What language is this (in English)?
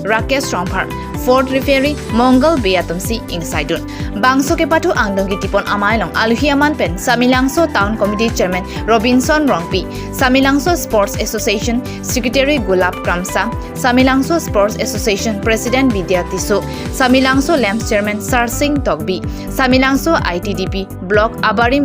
Karbi